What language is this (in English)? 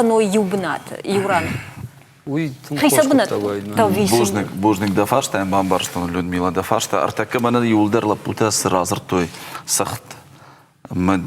Ossetic